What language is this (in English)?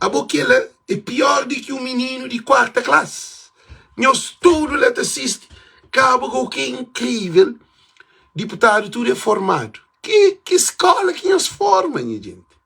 Kabuverdianu